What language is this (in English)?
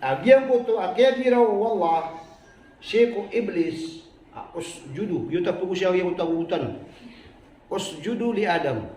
Maranao